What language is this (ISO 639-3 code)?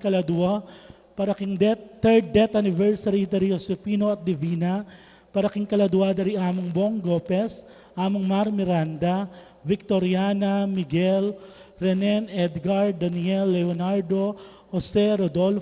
pam